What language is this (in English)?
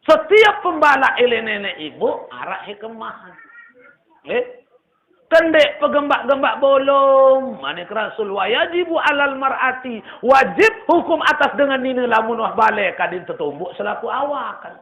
Sasak